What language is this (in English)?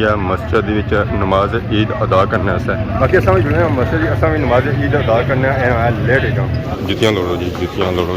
Pahari-Potwari